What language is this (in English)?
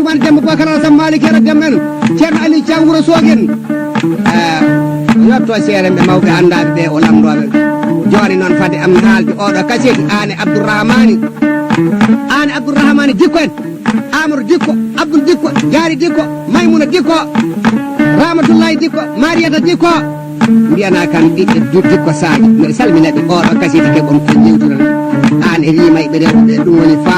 Fula